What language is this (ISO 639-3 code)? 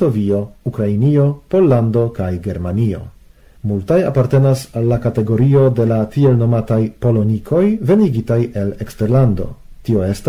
epo